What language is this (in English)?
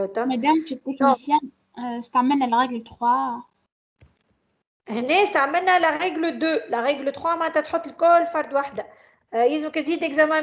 Tunisian Arabic